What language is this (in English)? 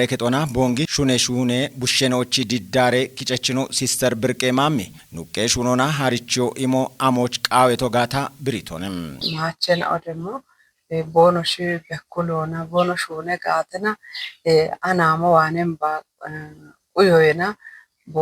Kafa